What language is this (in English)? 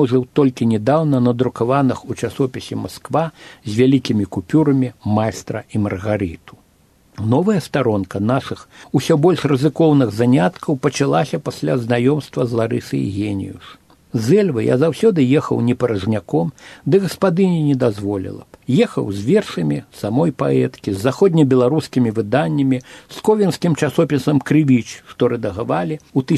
Belarusian